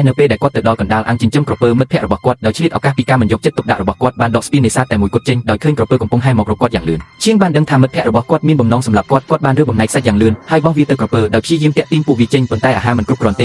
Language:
Khmer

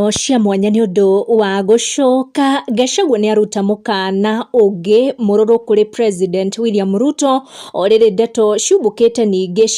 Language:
Kikuyu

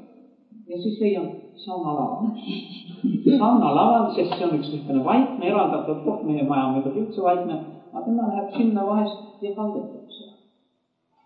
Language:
Estonian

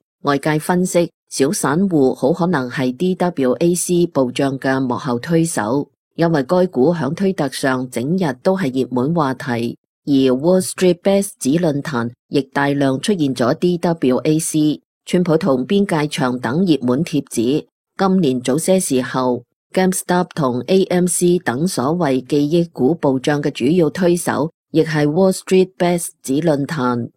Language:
Cantonese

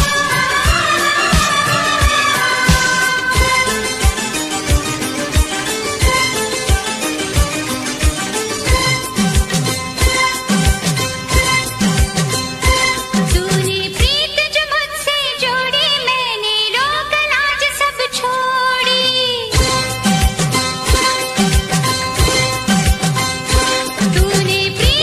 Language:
Hindi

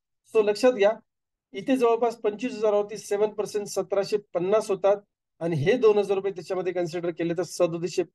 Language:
Marathi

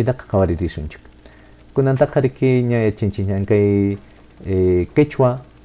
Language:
Quechua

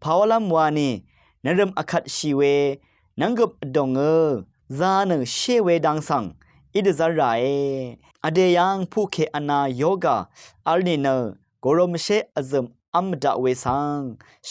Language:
Rawang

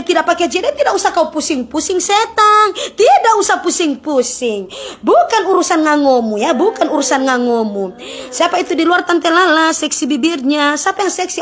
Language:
Manado Malay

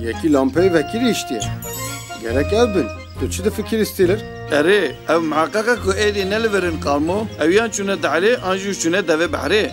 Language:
Kurdish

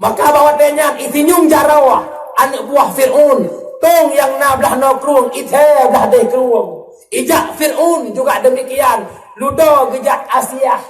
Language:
Achinese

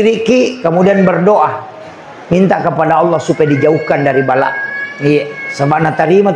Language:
Buginese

